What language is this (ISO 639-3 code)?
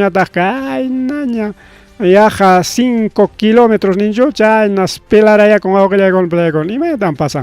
quy